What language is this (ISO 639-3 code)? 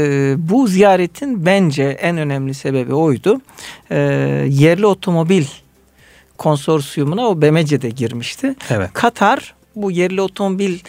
tur